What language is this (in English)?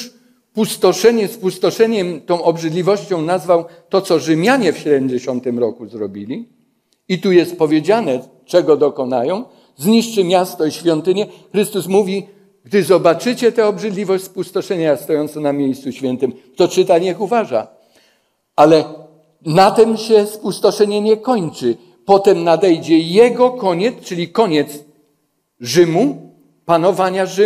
Polish